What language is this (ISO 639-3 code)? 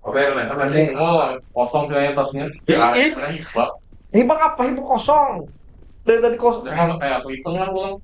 bjn